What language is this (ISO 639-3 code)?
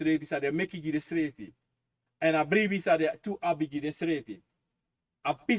srn